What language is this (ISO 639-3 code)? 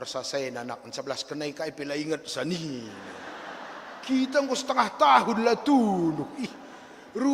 btx